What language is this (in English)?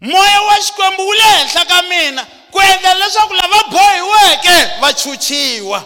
Tsonga